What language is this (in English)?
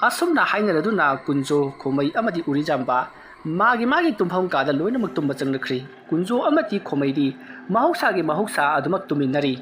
Manipuri